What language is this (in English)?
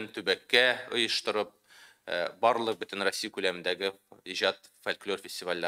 Tatar